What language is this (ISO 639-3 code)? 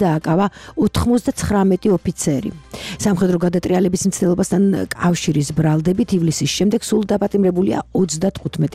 kat